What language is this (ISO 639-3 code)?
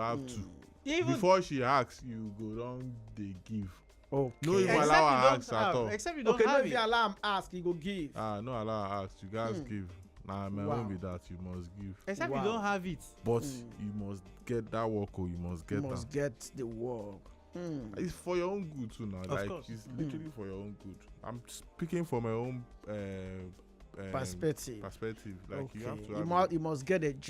pcm